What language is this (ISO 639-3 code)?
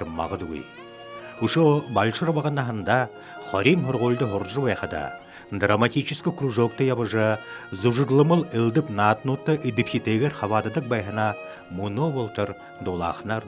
bua